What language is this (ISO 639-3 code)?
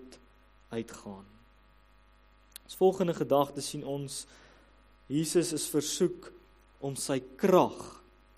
afr